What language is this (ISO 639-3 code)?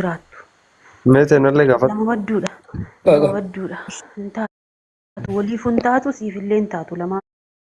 orm